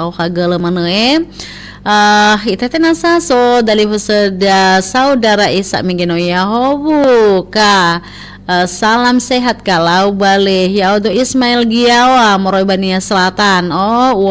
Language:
Nias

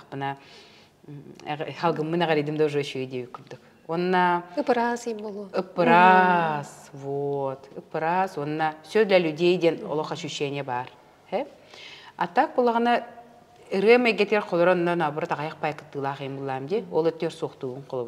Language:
Yakut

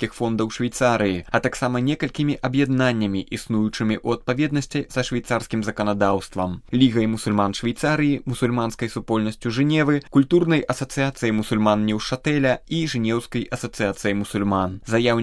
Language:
Belarusian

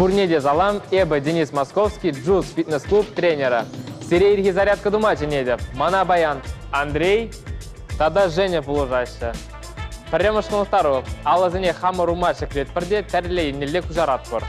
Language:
Chuvash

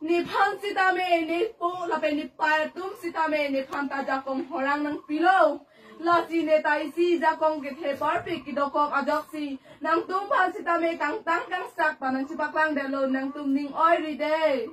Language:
Karbi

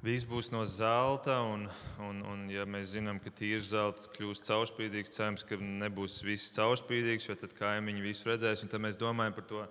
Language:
Latvian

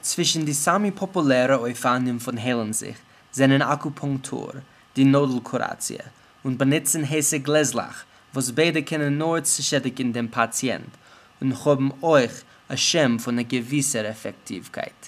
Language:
Yiddish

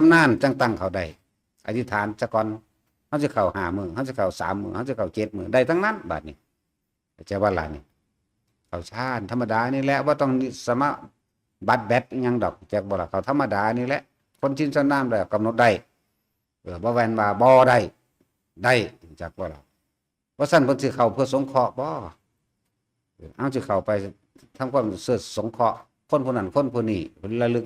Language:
Northeastern Thai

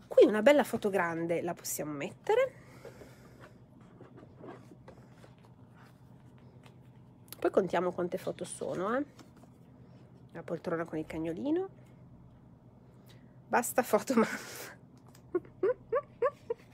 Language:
Italian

